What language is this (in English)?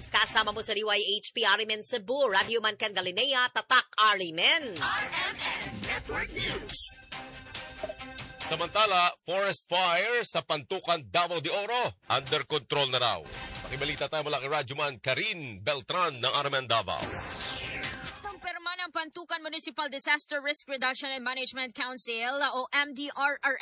Filipino